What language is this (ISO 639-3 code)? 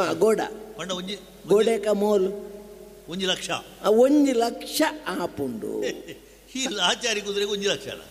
tcy